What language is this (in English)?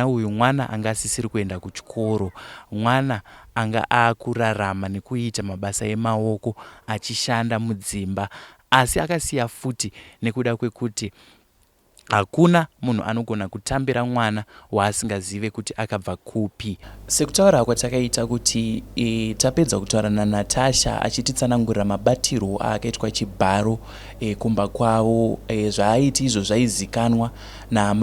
Shona